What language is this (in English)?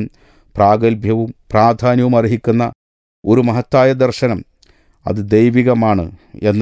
Malayalam